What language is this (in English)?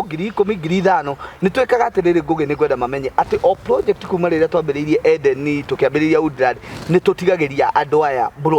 Kikuyu